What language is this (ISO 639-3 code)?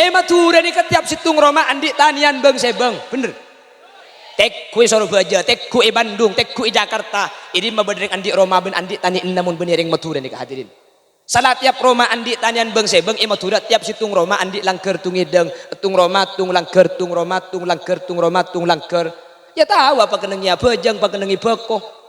mad